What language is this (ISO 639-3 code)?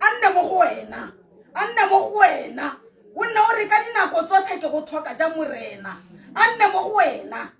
tsn